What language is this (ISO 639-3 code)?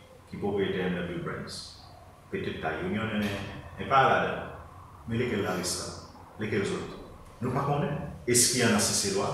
crs